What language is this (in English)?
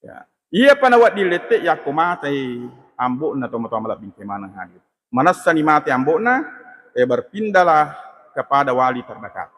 Buginese